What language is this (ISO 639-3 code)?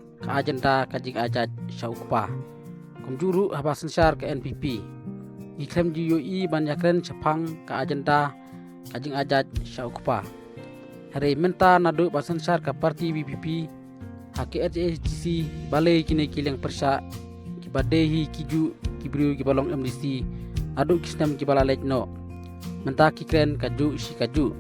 kha